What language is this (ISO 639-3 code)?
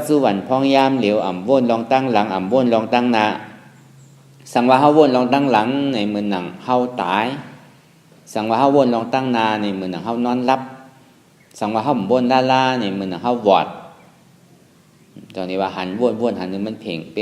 shn